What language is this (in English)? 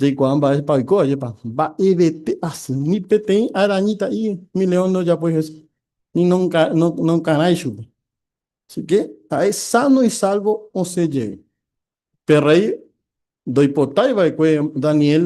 Guarani